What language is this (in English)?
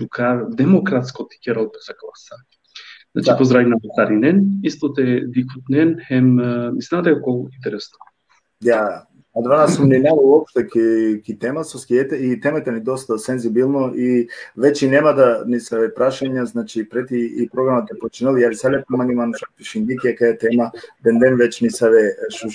Balkan Romani